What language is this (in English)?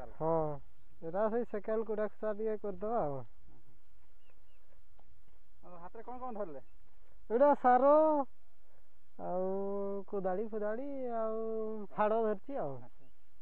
Odia